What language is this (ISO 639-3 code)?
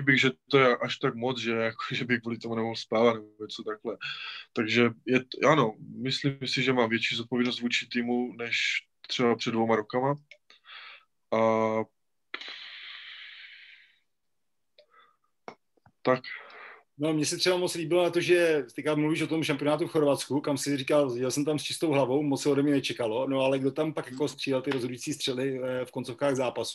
ces